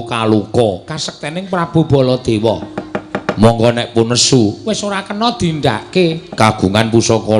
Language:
Javanese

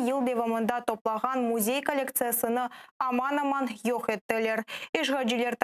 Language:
Crimean Tatar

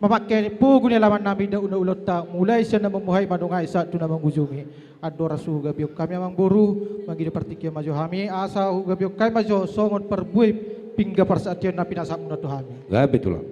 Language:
Batak Toba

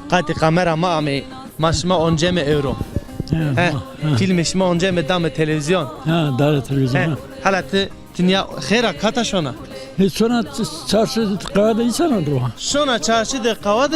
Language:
Zaza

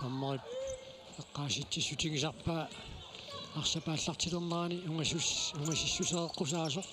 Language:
Kalaallisut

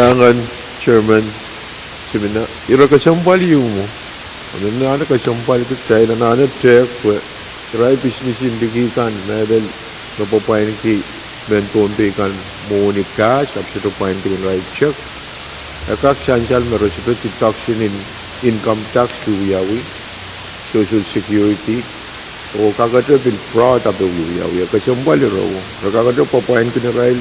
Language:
Pohnpeian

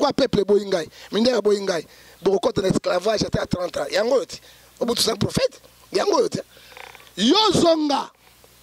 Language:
Lingala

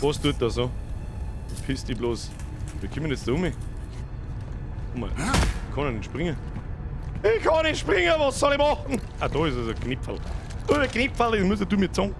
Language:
Bavarian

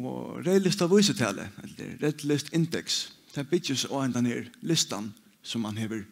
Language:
Faroese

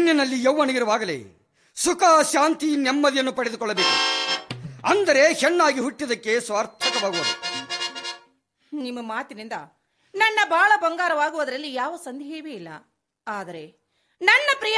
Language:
Kannada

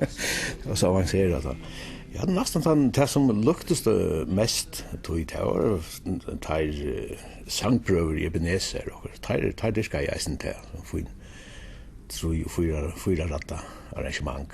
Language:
Faroese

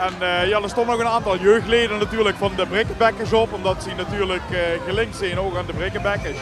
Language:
Limburgish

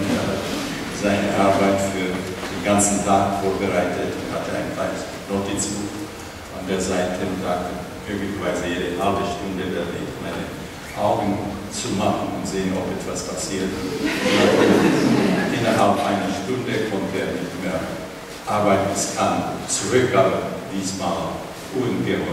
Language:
German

